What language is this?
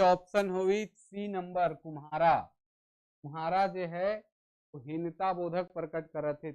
Sadri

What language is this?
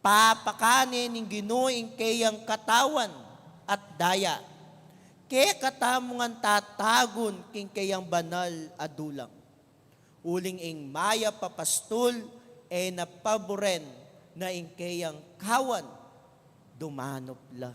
Pampanga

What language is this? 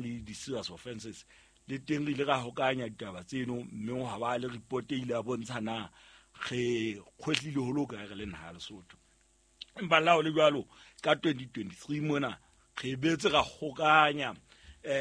Southern Sotho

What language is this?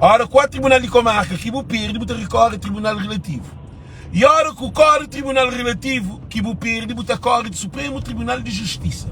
Kabuverdianu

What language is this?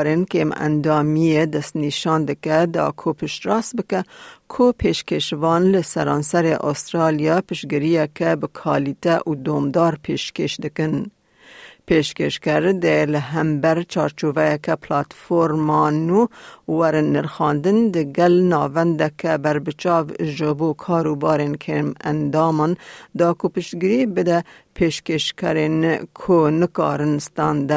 Kurdish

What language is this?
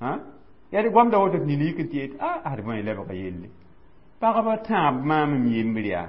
Mossi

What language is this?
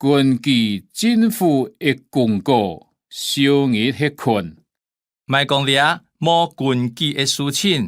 Hakka Chinese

